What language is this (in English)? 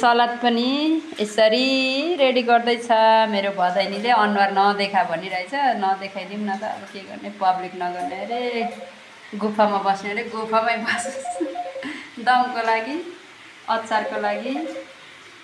Nepali